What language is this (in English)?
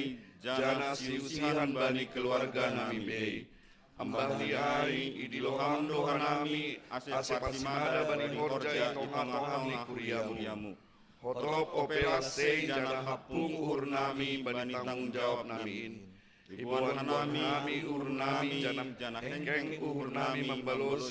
Batak Simalungun